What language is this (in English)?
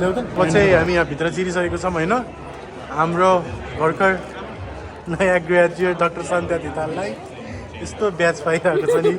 Nepali